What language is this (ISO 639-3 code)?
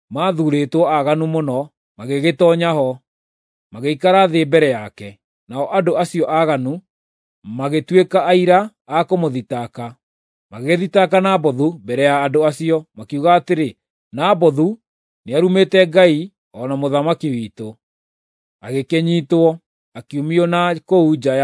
kik